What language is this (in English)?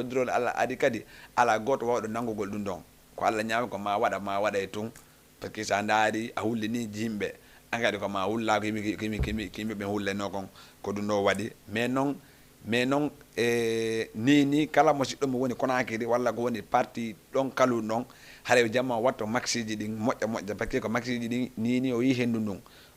Fula